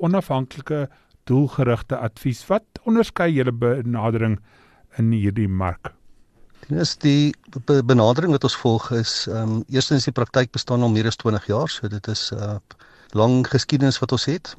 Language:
Afrikaans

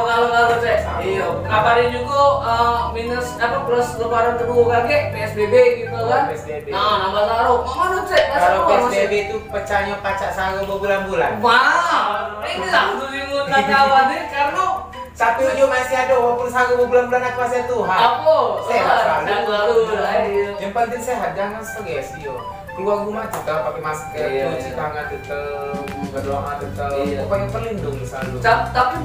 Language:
Musi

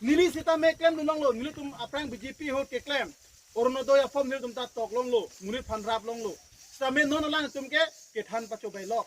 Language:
Karbi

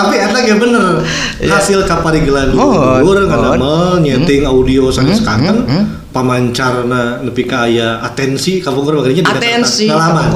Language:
Sundanese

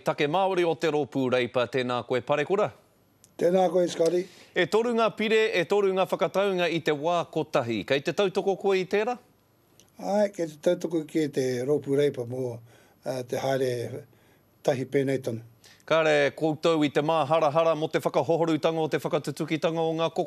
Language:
Māori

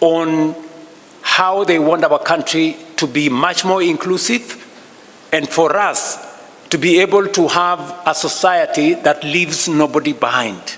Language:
Gusii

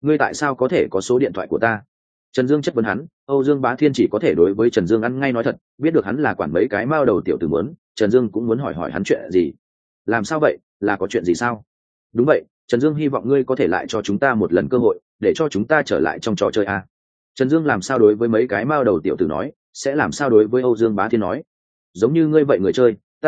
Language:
Vietnamese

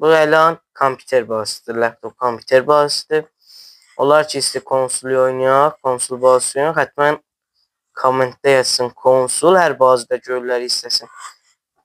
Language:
South Azerbaijani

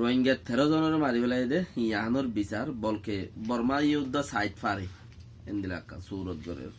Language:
Rohingya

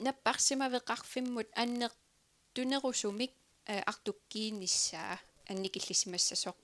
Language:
Kalaallisut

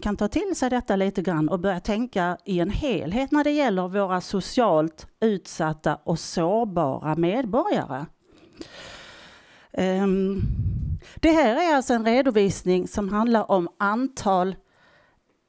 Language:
Swedish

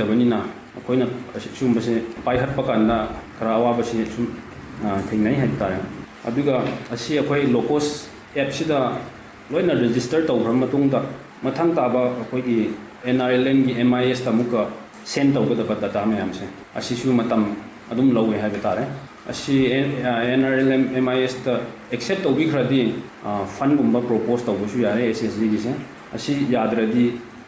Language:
Manipuri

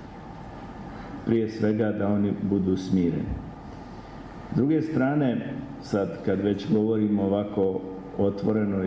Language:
Croatian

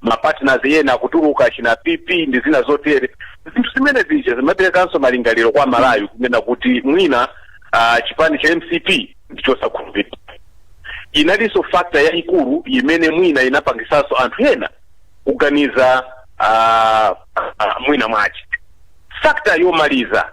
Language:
Nyanja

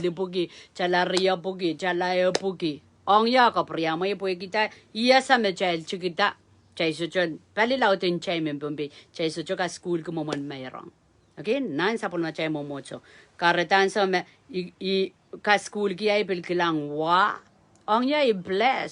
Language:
Pohnpeian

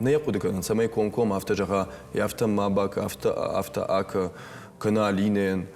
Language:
Ossetic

